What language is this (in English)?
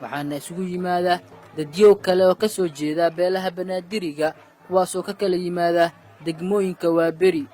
Somali